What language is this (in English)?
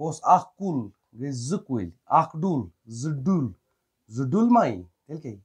Kashmiri